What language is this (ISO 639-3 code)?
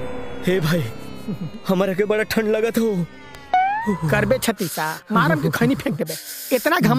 bho